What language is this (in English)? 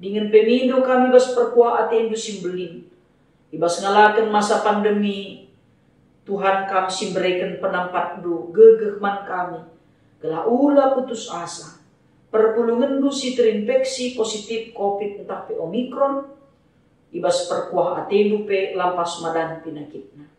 Batak Karo